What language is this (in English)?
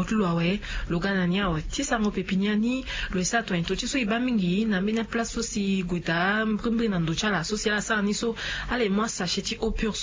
Sango